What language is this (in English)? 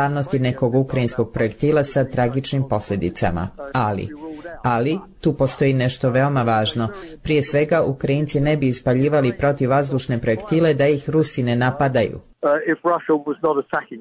Croatian